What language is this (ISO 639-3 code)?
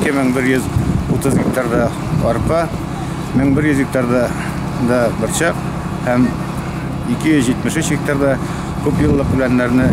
tat